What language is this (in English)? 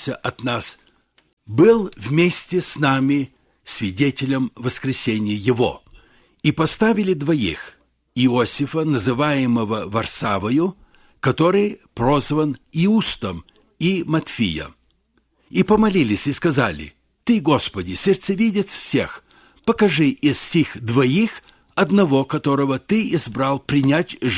Russian